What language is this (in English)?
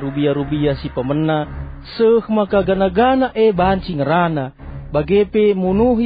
Batak Karo